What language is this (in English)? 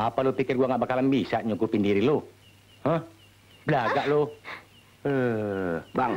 Betawi